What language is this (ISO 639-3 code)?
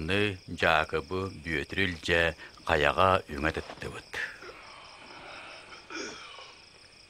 sah